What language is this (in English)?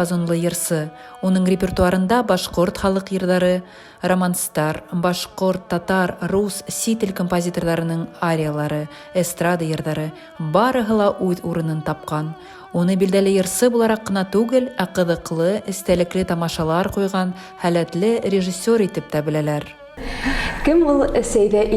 Bashkir